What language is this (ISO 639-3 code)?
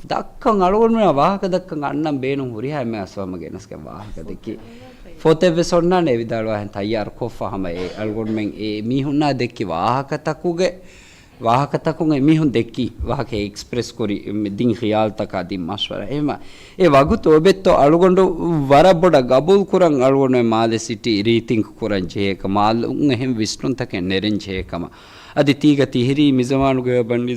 div